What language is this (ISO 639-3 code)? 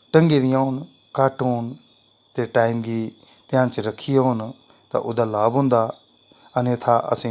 doi